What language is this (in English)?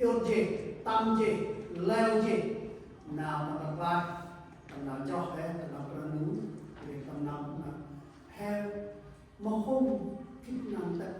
Central Mnong